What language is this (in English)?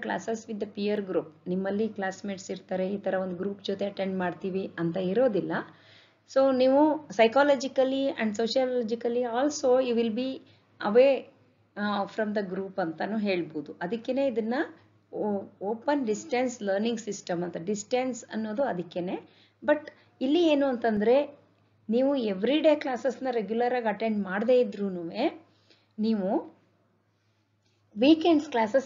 Kannada